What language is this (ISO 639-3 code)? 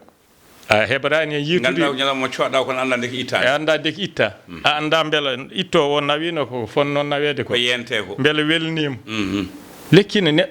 ful